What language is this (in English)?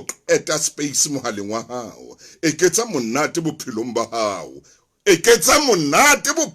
Southern Sotho